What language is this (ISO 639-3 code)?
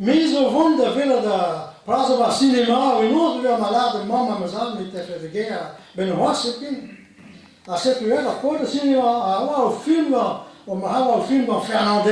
bre